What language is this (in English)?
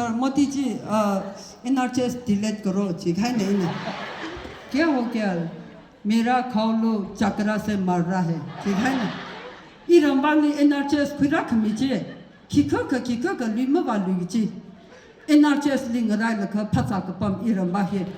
Tangkhul Naga (India)